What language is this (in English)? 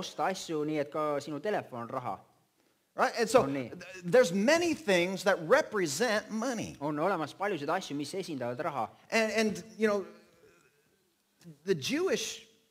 Estonian